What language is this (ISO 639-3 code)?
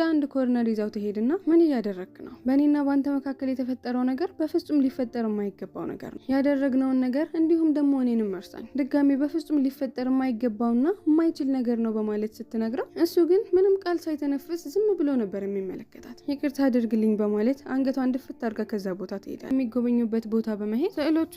amh